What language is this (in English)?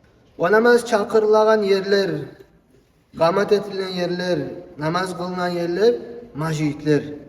Kumyk